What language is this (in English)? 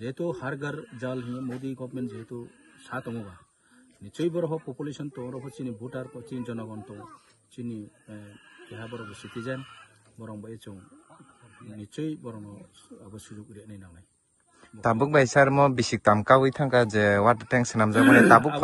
Kok Borok